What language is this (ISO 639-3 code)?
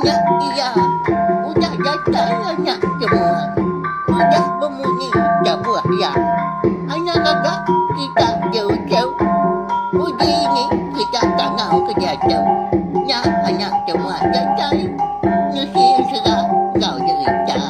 iba